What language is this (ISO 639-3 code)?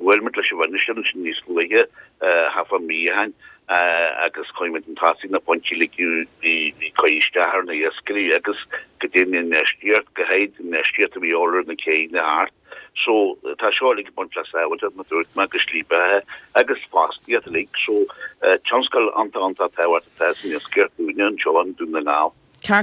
gle